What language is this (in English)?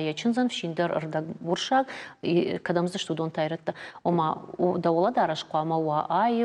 Ossetic